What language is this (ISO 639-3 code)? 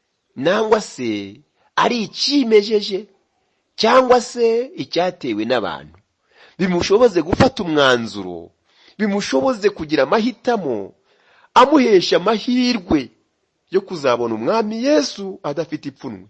kin